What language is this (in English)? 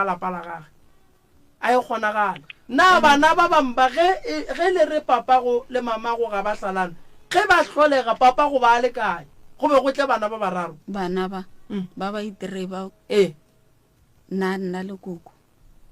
Northern Sotho